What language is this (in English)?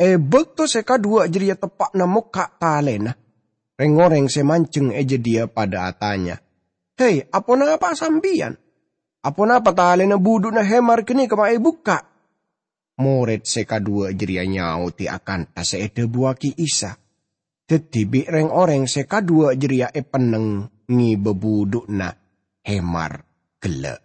Madurese